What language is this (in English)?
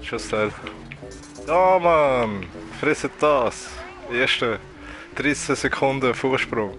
Swiss German